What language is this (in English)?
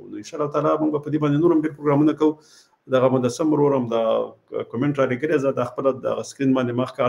Pashto